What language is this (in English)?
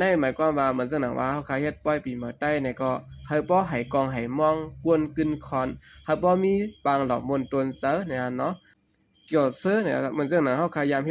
Shan